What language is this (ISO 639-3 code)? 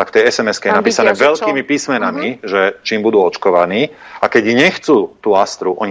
slk